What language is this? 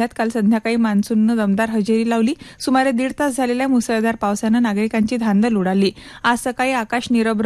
Marathi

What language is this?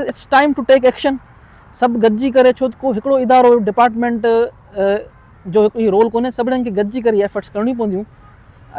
Sindhi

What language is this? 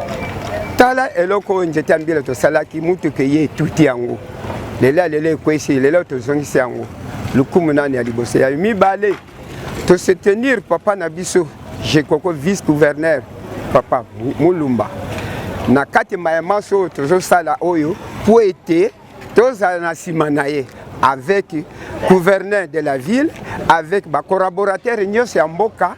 Lingala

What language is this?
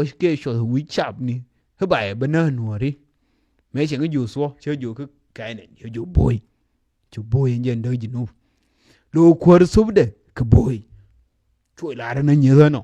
Nuer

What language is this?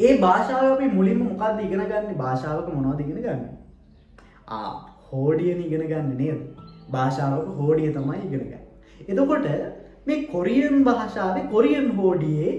Sinhala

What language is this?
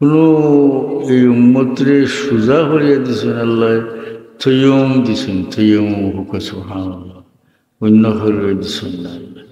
Sylheti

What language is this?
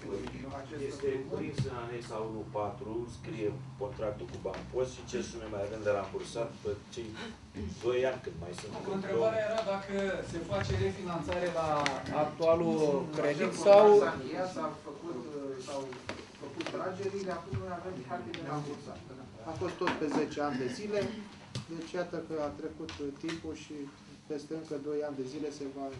Romanian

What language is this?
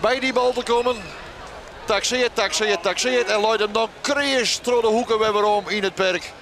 Western Frisian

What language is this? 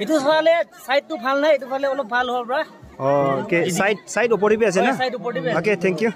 Naga Pidgin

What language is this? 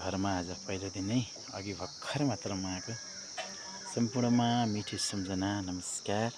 Nepali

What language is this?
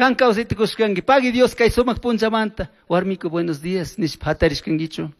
Chimborazo Highland Quichua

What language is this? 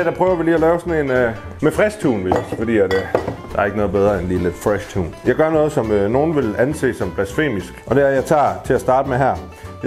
Danish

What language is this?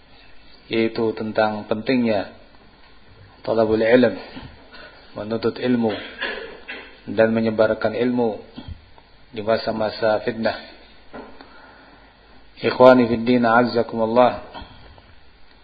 Indonesian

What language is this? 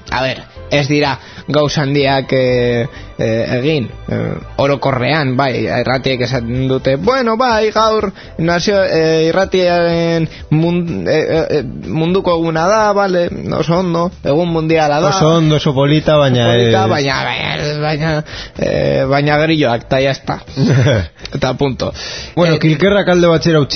Basque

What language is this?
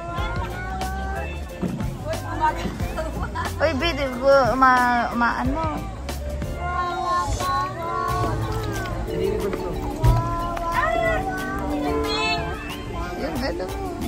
Filipino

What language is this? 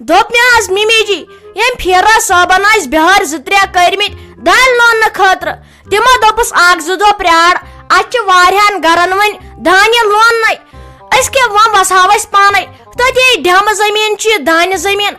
Kashmiri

